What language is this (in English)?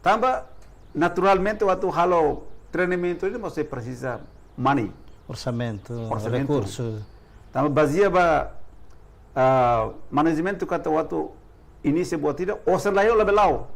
Tetum